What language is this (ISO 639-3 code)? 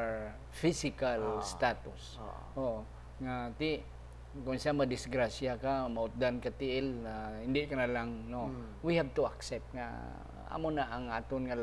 hil